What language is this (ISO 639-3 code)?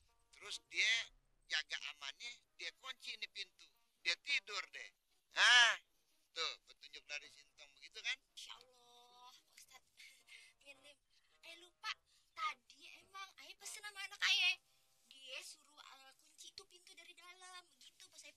bew